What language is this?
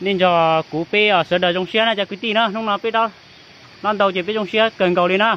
Hmong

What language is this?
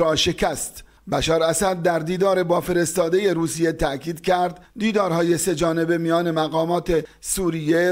Persian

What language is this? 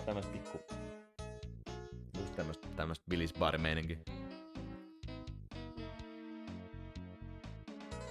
Finnish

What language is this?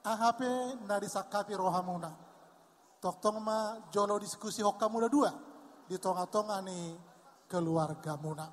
Batak Toba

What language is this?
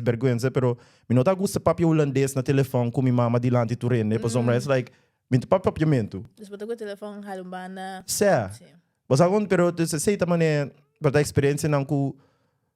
Papiamento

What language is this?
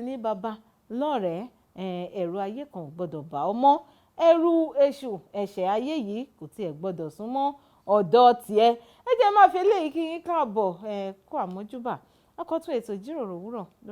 Yoruba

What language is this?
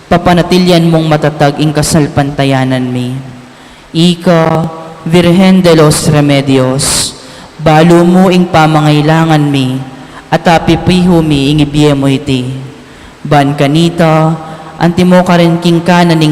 Pampanga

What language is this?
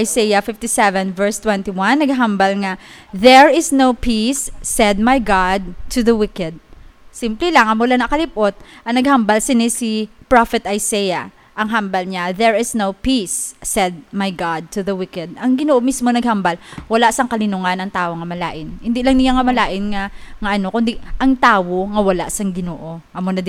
Hiligaynon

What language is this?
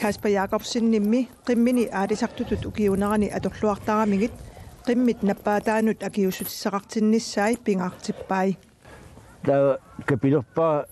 Kalaallisut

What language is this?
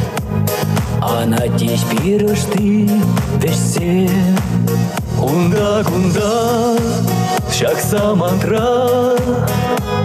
Chuvash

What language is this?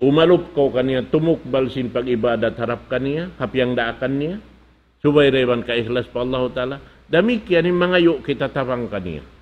Tausug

